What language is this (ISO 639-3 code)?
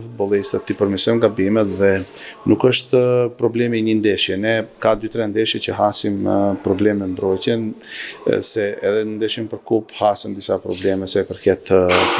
sqi